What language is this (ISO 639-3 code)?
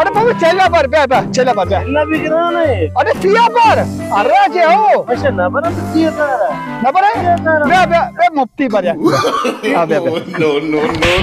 bal